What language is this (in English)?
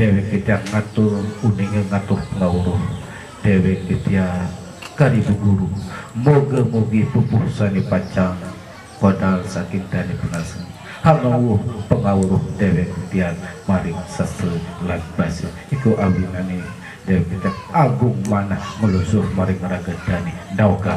Sasak